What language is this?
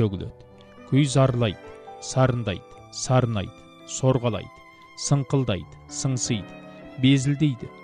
Kazakh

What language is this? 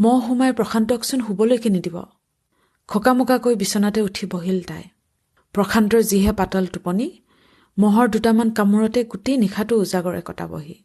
Assamese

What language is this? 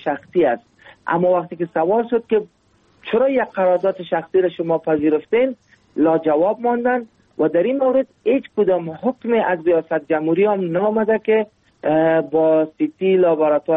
Persian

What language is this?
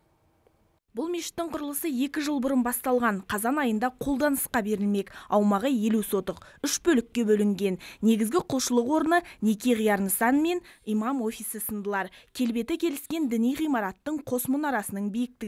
Kazakh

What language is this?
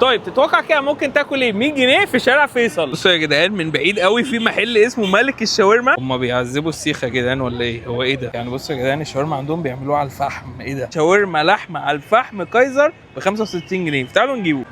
Egyptian Arabic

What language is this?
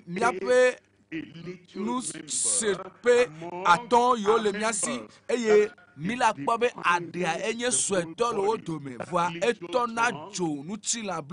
Ewe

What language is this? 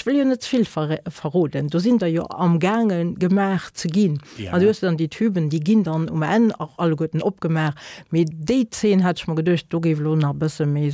Luxembourgish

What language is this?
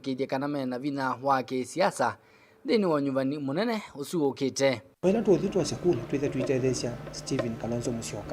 Kamba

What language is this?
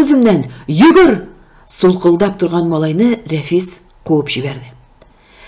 Tatar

